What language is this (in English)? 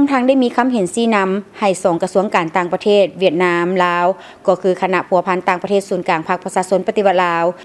Lao